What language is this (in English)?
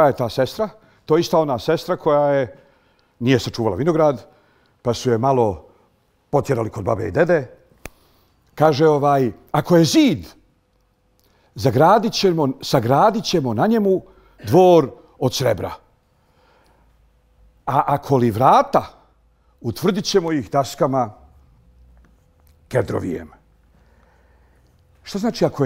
Bosnian